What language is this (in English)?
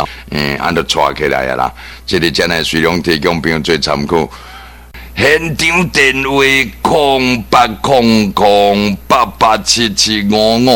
Min Nan Chinese